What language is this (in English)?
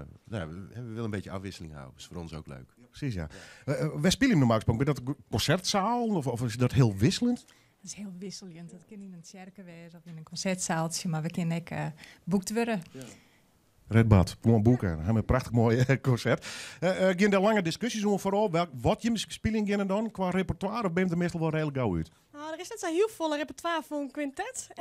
Western Frisian